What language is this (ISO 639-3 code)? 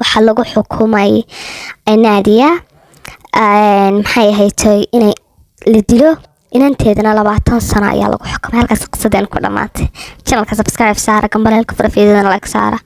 som